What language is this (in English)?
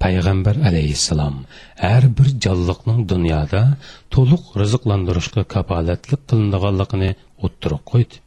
Uyghur